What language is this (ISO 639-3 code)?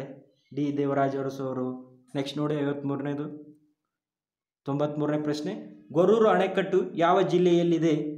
kan